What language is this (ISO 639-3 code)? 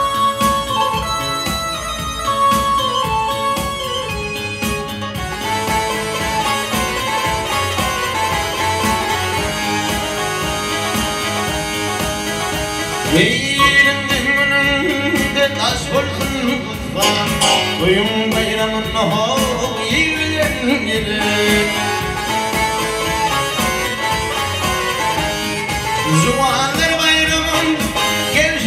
tur